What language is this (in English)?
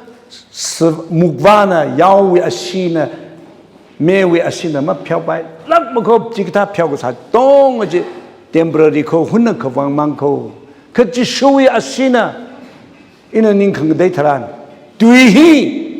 Tangkhul Naga (India)